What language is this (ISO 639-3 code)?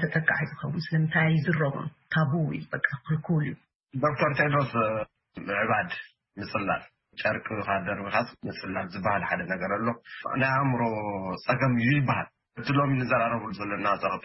tir